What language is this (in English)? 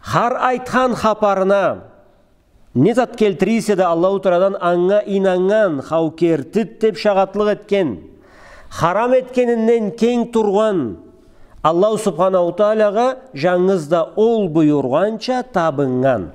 Karachay-Balkar